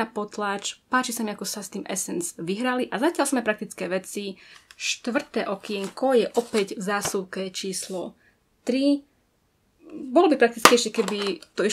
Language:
Slovak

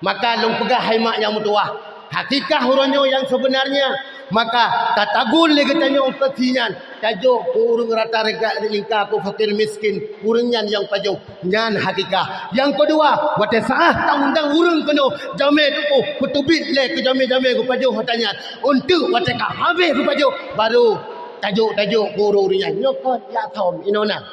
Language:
Achinese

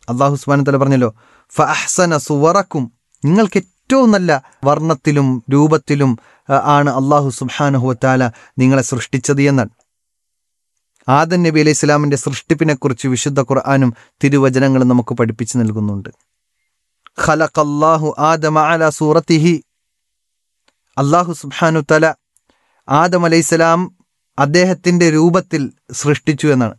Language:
Malayalam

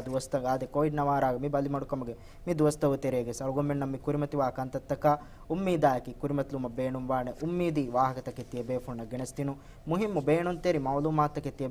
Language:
Divehi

